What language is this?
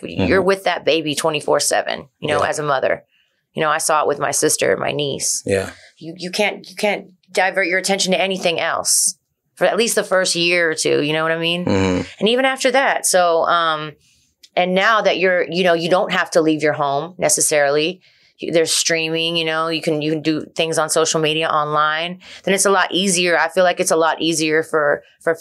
English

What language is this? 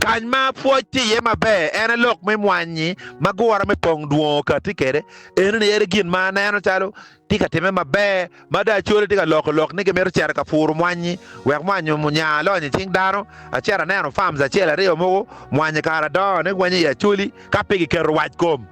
Acoli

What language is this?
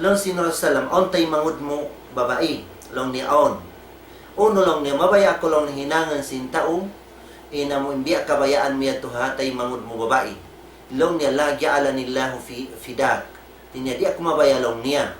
Tausug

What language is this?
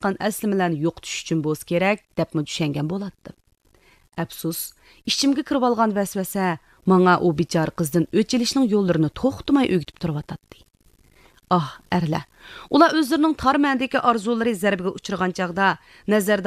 Uyghur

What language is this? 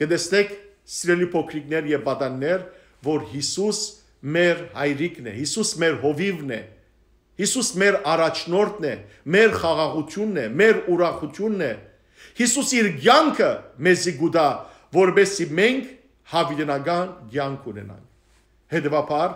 Western Armenian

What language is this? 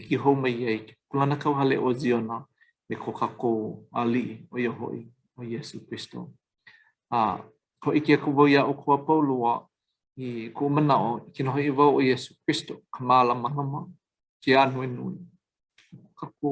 Hawaiian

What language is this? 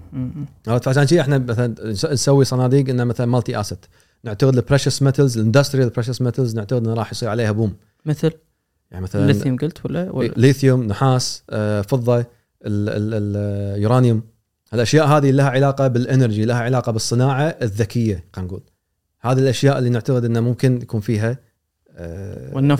Gulf Arabic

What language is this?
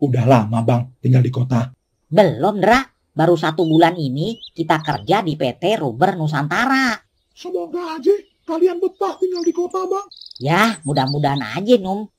Betawi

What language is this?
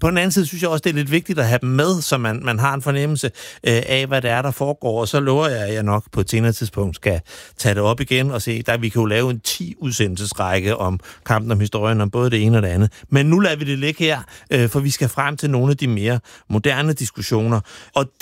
Danish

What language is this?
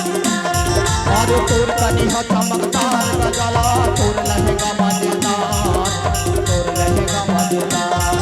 Chhattisgarhi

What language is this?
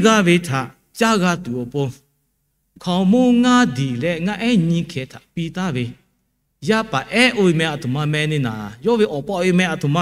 Lahu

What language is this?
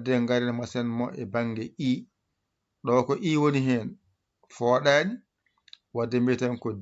Fula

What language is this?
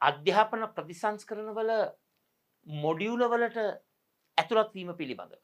Sinhala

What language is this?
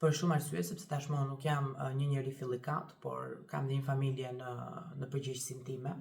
Albanian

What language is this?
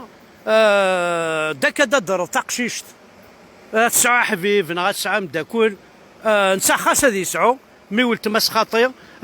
Kabyle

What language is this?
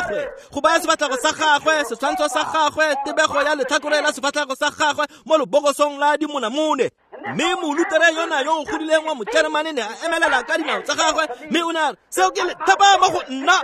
Tswana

